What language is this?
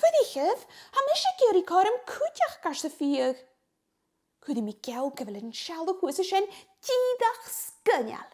Scottish Gaelic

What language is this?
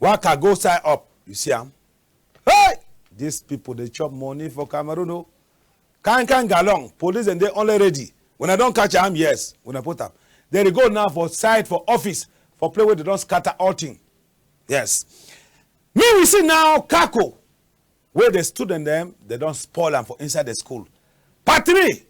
Cameroon Pidgin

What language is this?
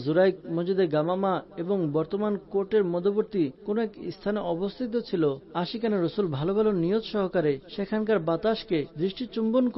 Bangla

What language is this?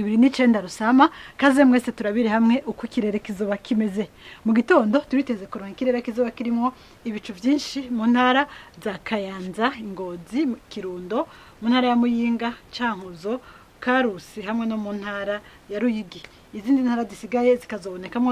Rundi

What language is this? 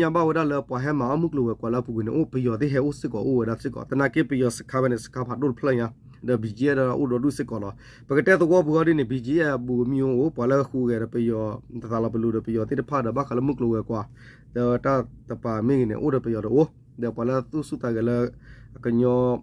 S'gaw Karen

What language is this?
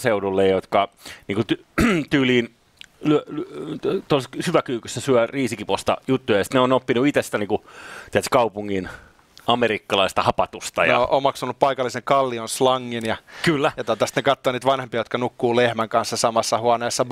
Finnish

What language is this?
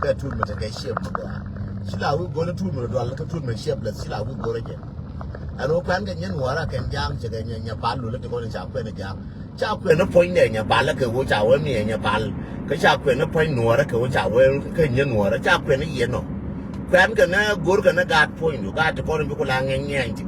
Nuer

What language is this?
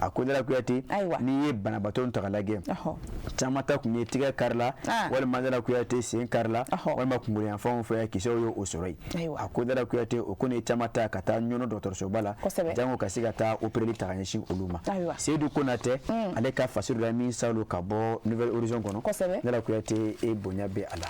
Bambara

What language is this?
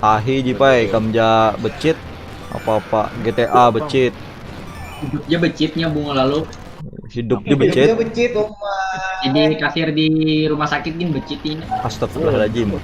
Banjar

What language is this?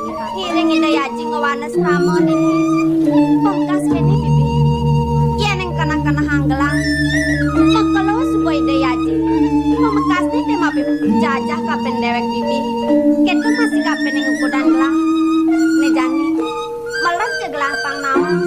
Balinese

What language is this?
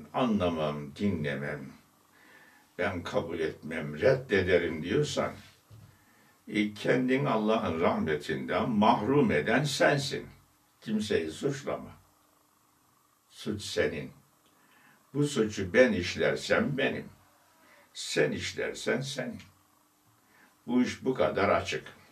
Turkish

